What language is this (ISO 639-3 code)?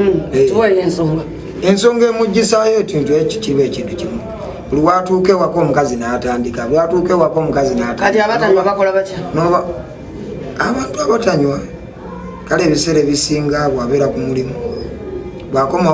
lug